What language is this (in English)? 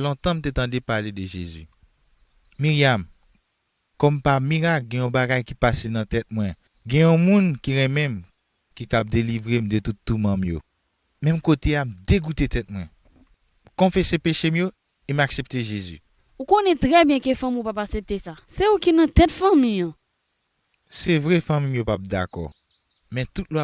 Haitian Creole